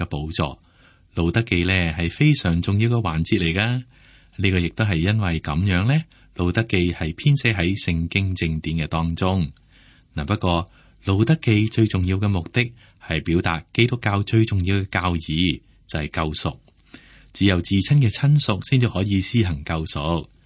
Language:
Cantonese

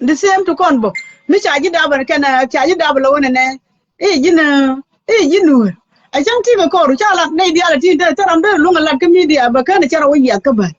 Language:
Nuer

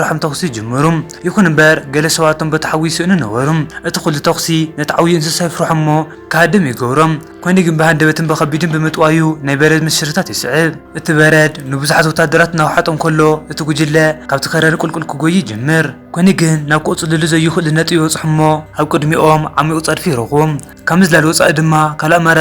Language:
Tigrinya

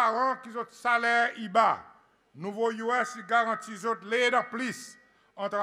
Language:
Seselwa Creole French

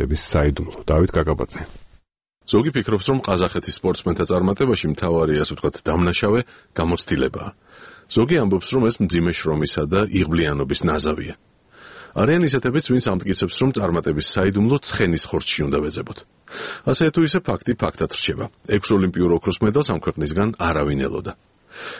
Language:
Georgian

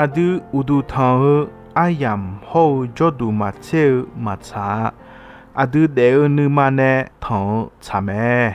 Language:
Akha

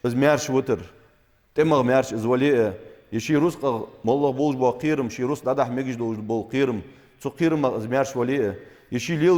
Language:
Ingush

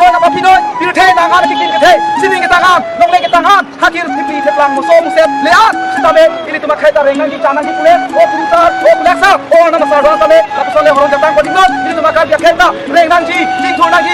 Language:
Karbi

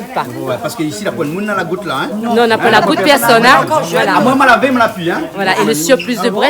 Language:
Réunion Creole French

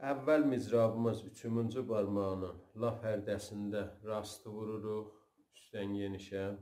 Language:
South Azerbaijani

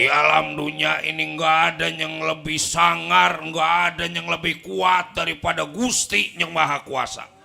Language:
Betawi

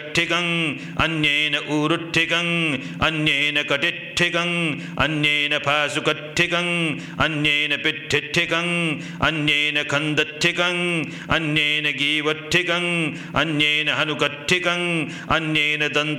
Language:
Pali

